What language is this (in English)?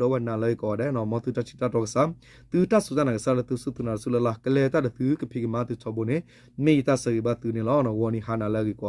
S'gaw Karen